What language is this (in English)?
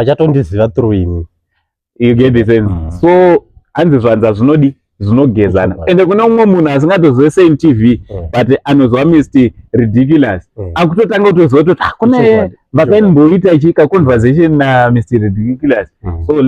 Shona